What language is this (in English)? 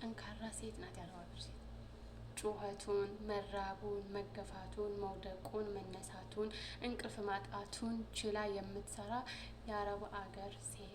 Amharic